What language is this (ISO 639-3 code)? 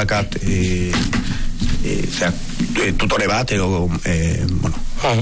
eus